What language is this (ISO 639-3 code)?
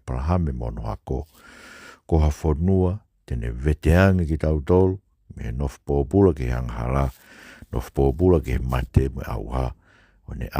ton